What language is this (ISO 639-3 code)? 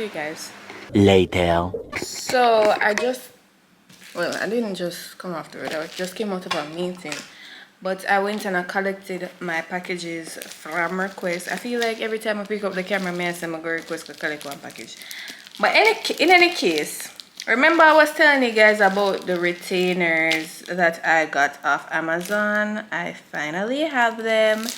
jam